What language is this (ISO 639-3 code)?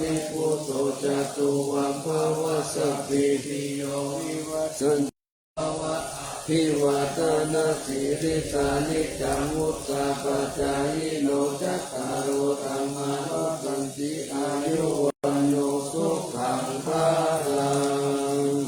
pli